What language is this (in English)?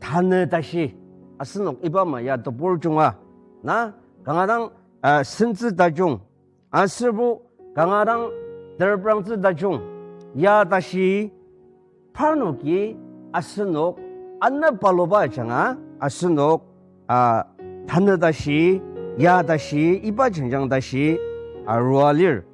Ao Naga